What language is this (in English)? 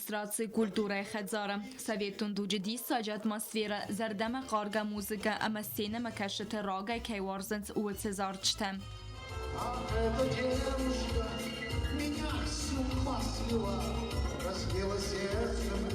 Ossetic